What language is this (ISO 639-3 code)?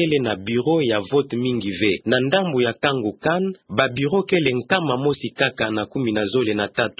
ktu